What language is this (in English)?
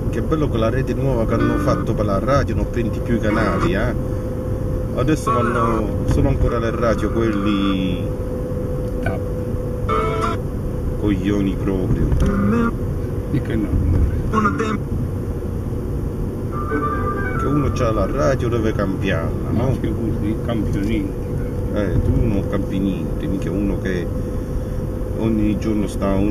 Italian